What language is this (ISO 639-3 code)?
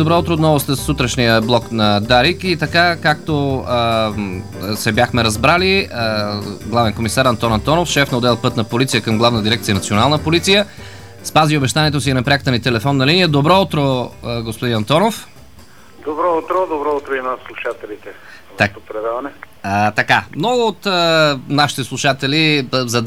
bul